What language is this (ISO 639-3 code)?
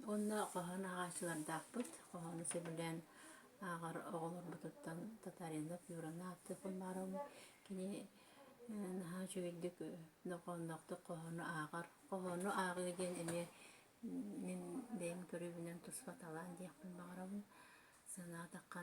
sah